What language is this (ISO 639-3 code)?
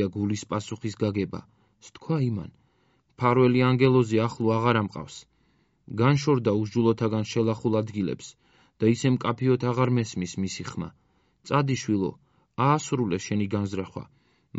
kat